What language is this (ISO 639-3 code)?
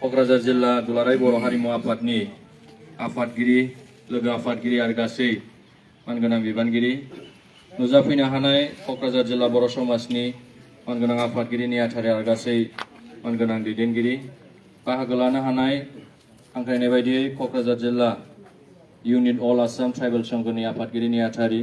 brx